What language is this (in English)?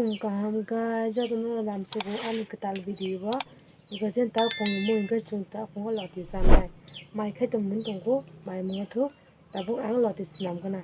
Kok Borok